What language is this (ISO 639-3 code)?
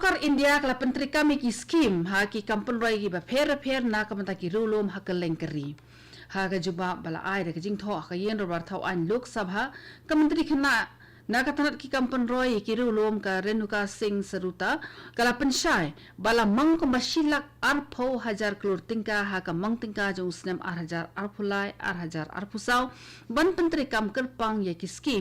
kha